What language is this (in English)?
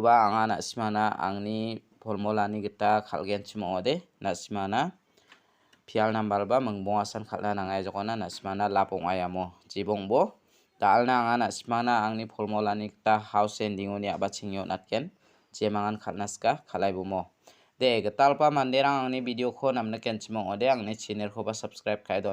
Garo